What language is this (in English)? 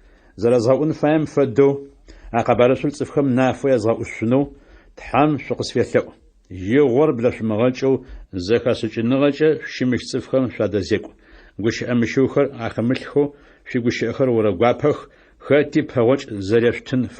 Adyghe